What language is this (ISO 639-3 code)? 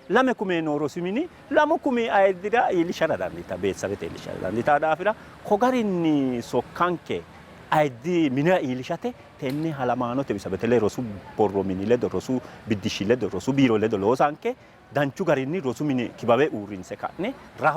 sid